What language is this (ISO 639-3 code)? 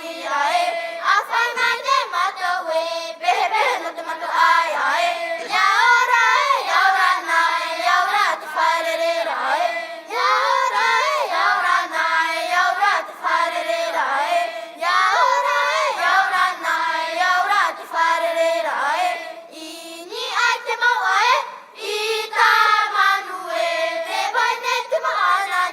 tah